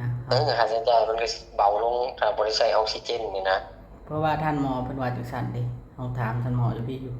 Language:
Northeastern Thai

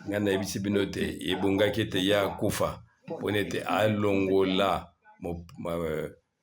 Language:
Lingala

